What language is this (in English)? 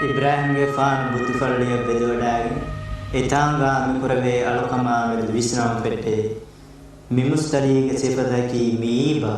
Divehi